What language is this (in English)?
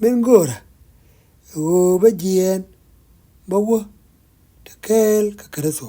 Nuer